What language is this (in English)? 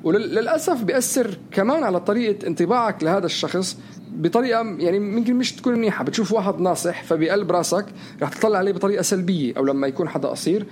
North Levantine Arabic